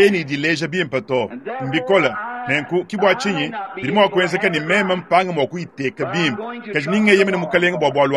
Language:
Luba-Lulua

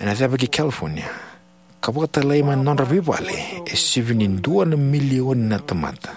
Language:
Fijian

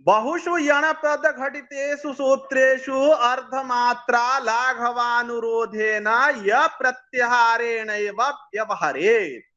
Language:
Sanskrit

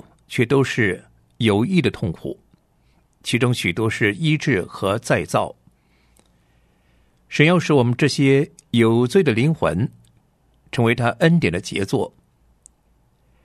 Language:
Chinese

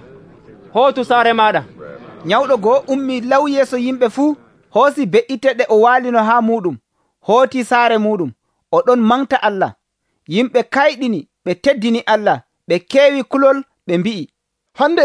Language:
Nigerian Fulfulde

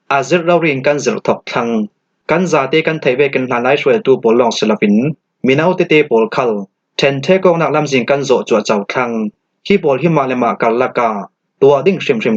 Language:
Falam Chin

